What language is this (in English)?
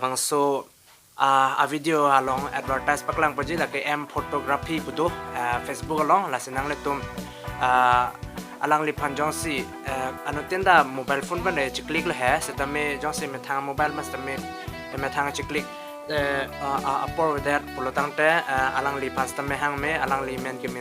Karbi